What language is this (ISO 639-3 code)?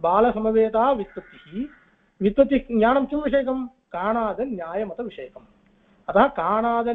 san